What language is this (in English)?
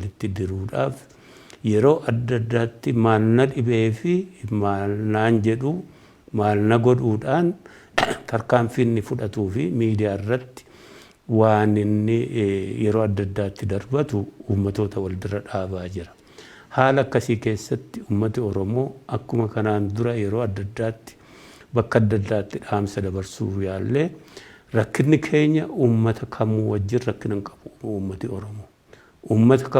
Oromo